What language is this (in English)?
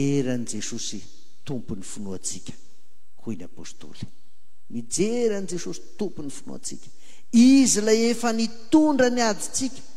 Malagasy